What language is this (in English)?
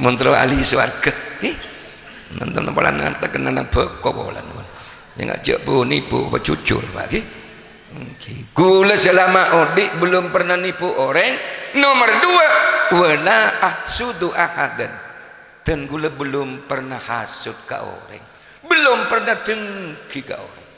Madurese